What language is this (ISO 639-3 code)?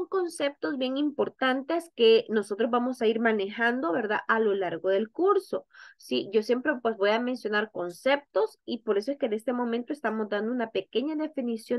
spa